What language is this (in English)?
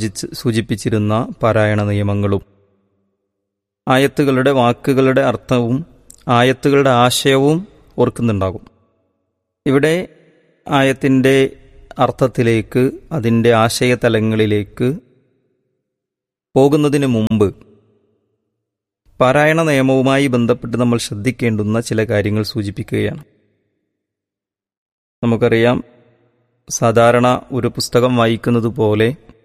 Malayalam